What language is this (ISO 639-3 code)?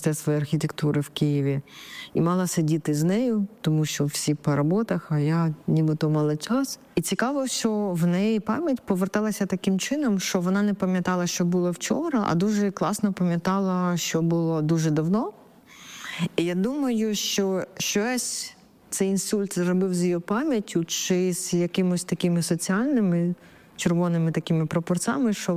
ukr